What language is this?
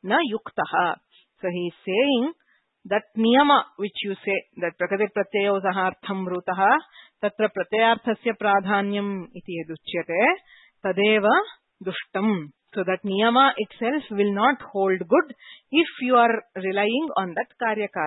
Sanskrit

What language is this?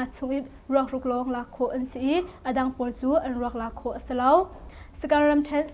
Hakha Chin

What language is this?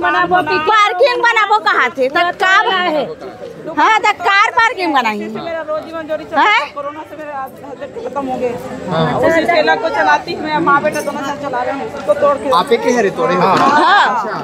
Chhattisgarhi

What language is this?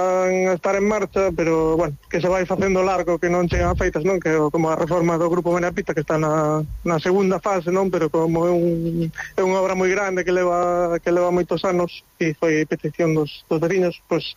Galician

